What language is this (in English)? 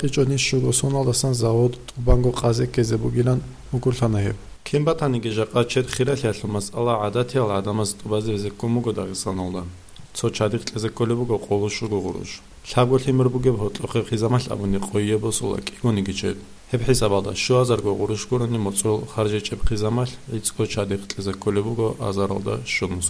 Avaric